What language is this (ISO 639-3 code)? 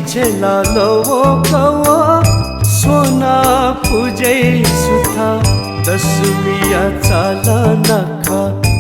new